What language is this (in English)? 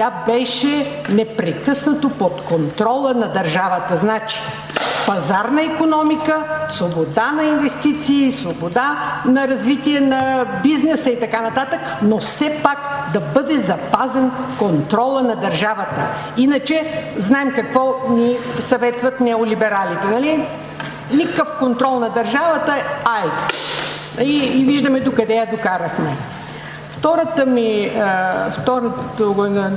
Bulgarian